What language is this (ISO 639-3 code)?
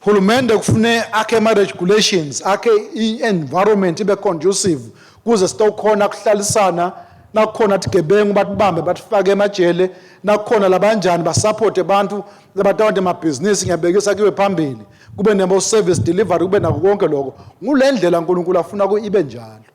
ssw